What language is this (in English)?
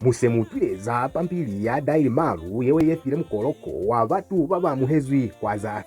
Lozi